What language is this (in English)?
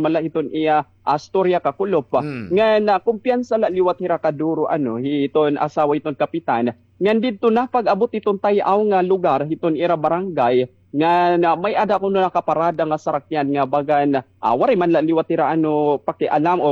Waray